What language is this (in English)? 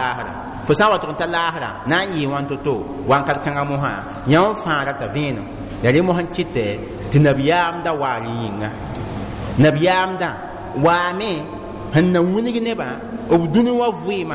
Mossi